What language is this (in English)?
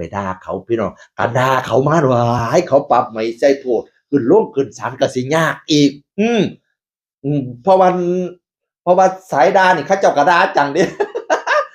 Northeastern Thai